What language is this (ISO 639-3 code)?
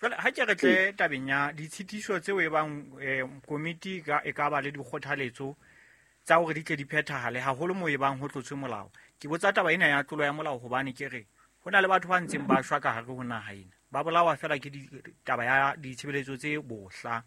sot